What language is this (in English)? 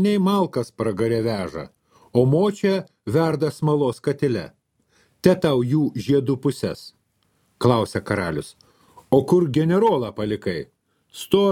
Lithuanian